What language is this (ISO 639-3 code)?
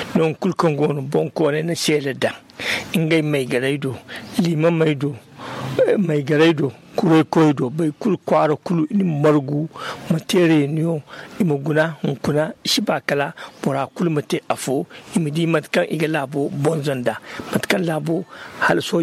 dje